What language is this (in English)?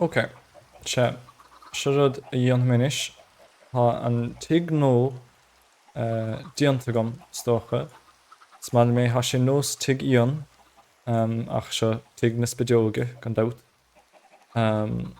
Irish